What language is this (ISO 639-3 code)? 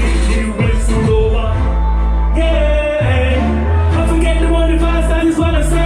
jam